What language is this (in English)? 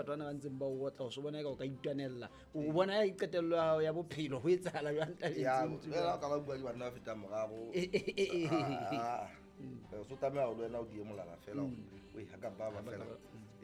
Southern Sotho